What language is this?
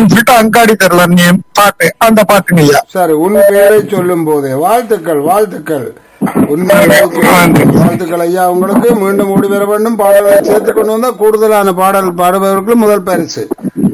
Tamil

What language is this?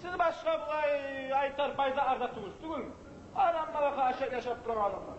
Kumyk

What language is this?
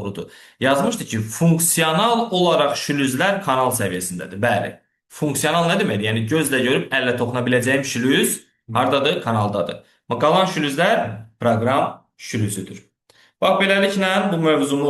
Azerbaijani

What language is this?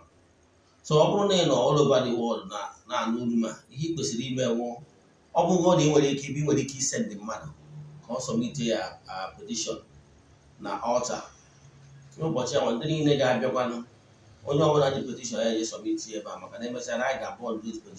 Igbo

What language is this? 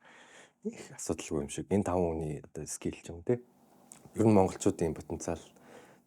Mongolian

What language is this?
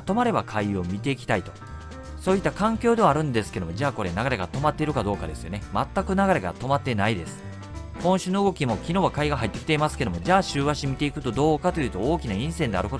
Japanese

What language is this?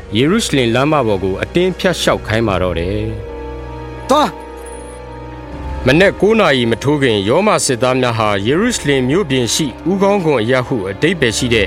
Burmese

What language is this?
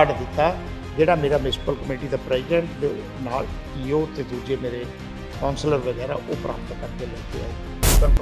Punjabi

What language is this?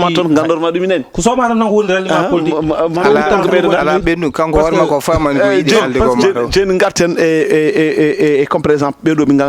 Fula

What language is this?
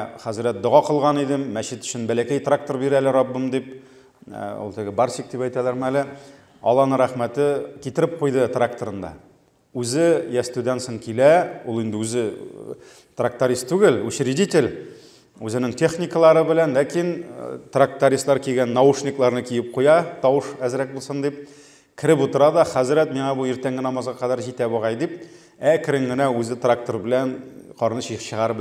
Tatar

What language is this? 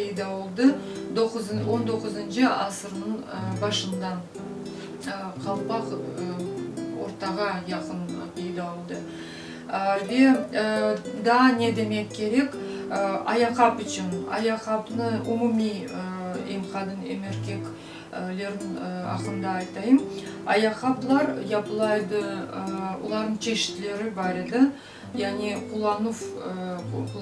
Crimean Tatar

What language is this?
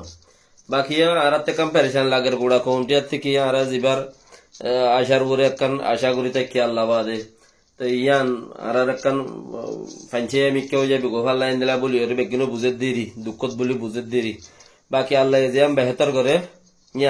Rohingya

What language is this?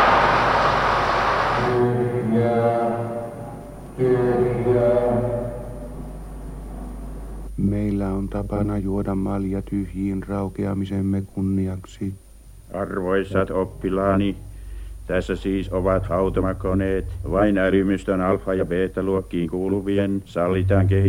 Finnish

